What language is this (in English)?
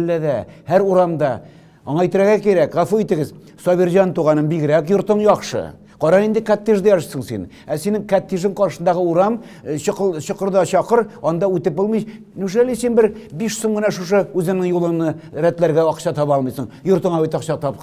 Tatar